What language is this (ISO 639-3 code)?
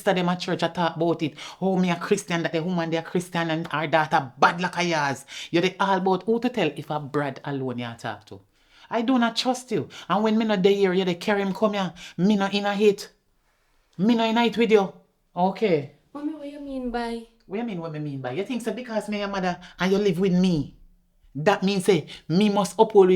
jam